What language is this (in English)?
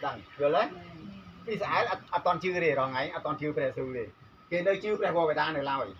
Khmer